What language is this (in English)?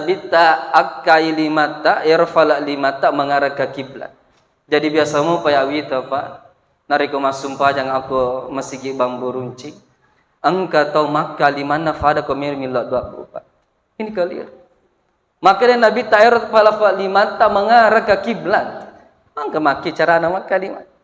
Buginese